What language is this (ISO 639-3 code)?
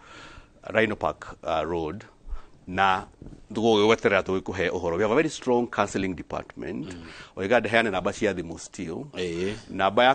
kik